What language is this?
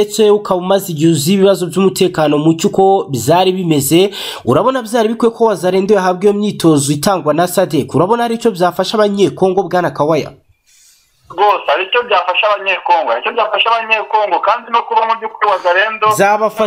Kinyarwanda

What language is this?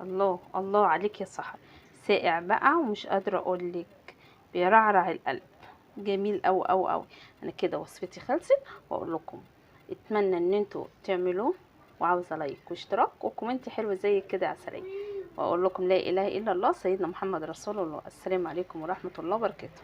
Egyptian Arabic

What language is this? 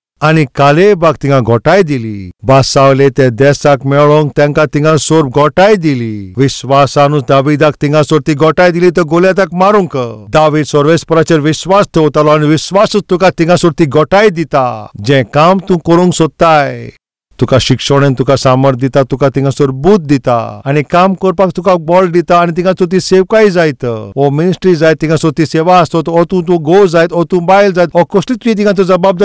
Konkani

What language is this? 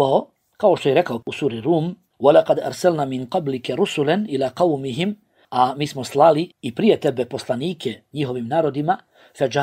Bosnian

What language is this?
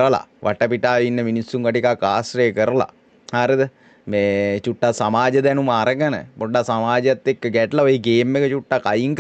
Sinhala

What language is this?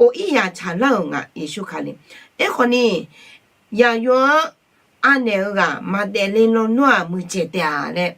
Akha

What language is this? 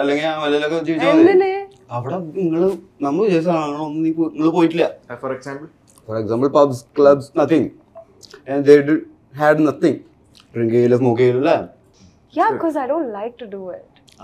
Malayalam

